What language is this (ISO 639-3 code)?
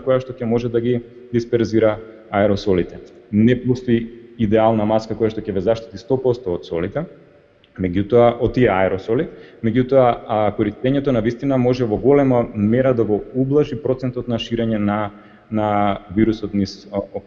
mkd